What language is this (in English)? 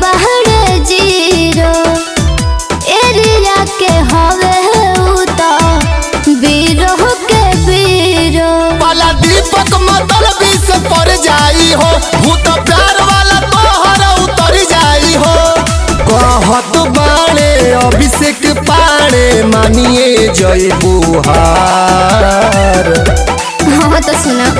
Bhojpuri